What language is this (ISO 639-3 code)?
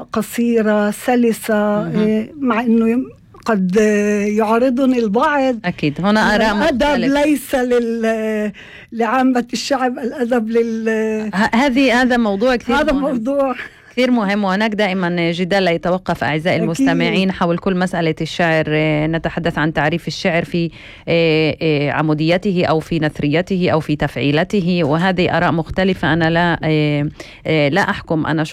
apc